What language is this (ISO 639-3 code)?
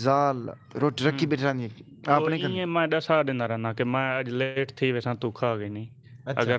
skr